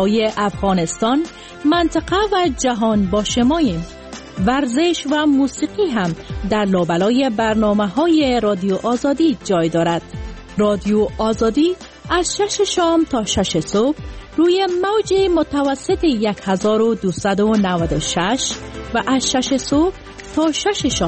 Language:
Persian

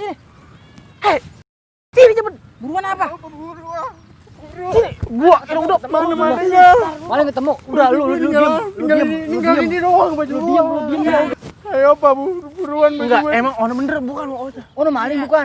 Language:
Betawi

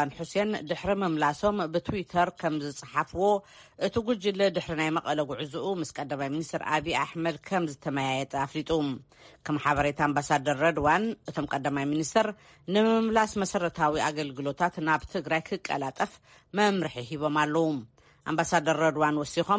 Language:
Tigrinya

